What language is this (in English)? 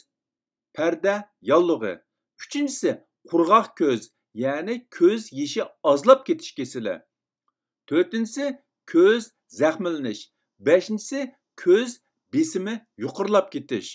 Uyghur